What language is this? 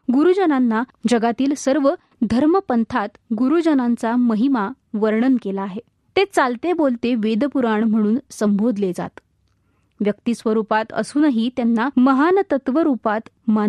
Marathi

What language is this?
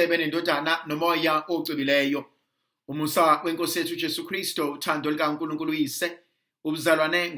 Zulu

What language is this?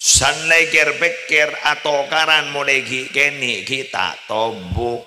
Madurese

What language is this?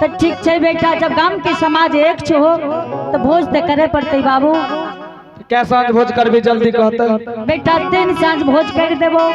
Angika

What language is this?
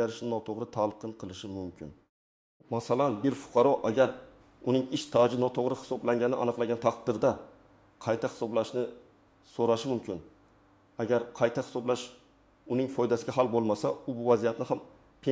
Uzbek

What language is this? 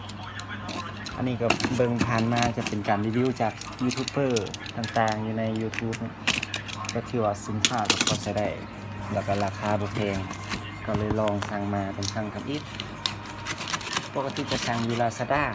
Lao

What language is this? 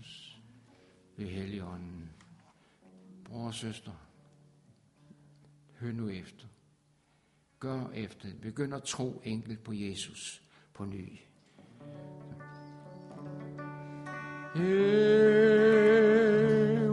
Danish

